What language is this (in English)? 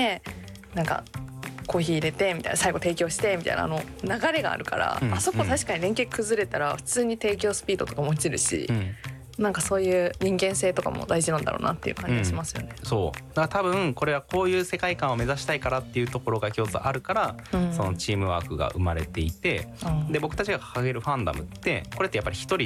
Japanese